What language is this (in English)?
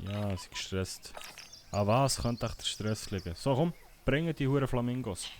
Swiss German